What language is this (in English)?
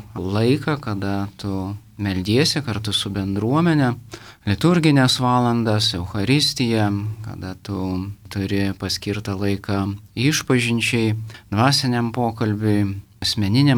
Lithuanian